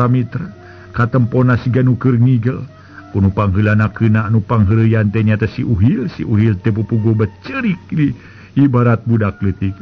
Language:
Sundanese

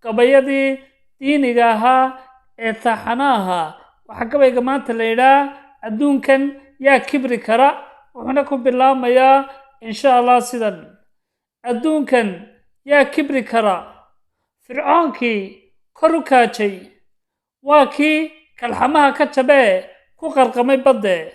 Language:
Somali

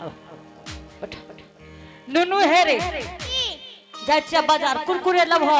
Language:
Angika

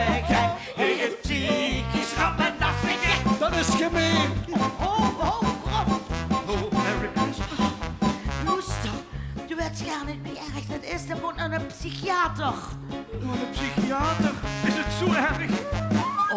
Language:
Limburgish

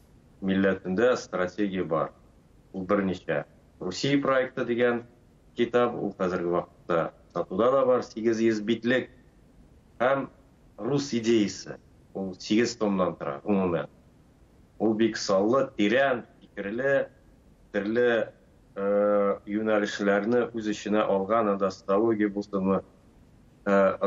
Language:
Tatar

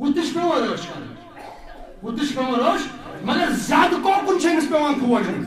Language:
Kashmiri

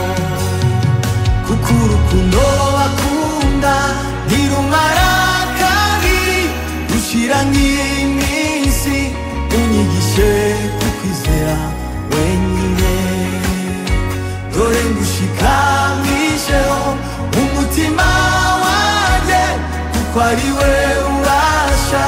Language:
Kinyarwanda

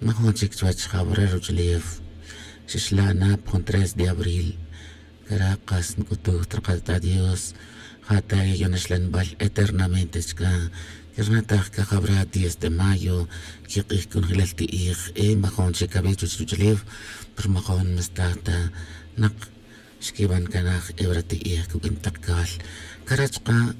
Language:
Kaqchikel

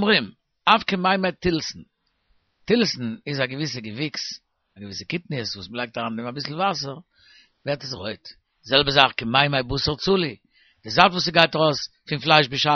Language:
Yiddish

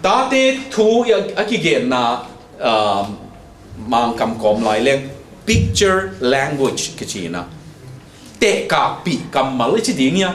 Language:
Tedim Chin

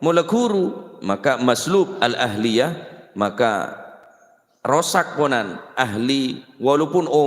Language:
Madurese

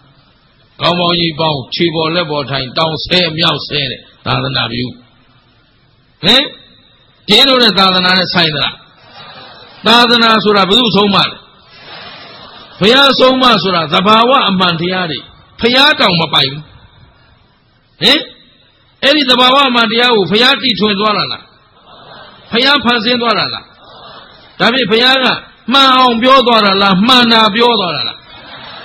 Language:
Burmese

